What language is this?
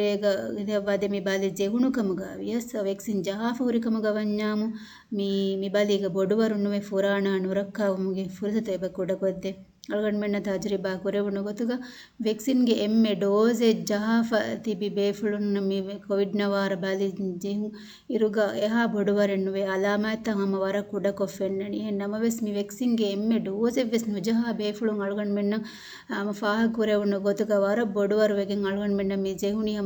Divehi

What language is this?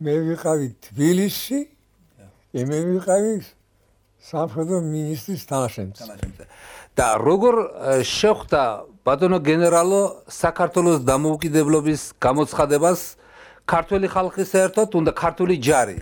Georgian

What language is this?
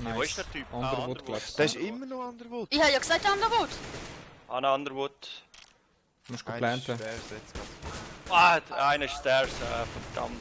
Swiss German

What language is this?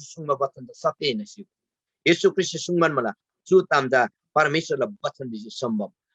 Eastern Tamang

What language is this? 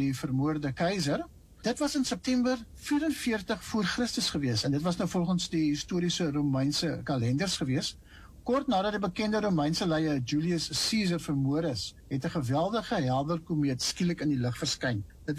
Afrikaans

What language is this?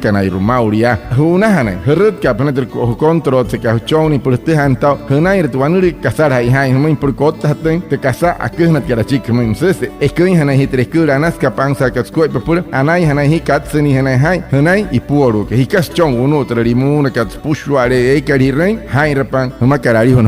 Wayuu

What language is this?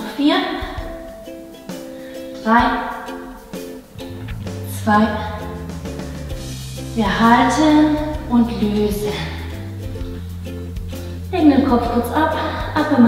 German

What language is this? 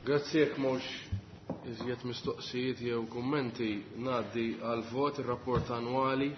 Maltese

